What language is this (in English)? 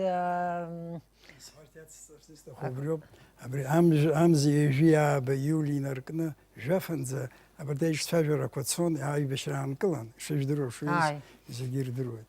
Abkhazian